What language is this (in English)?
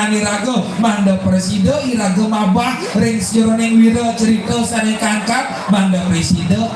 Balinese